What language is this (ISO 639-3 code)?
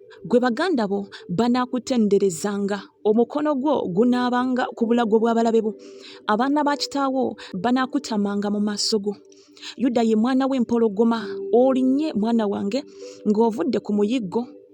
lug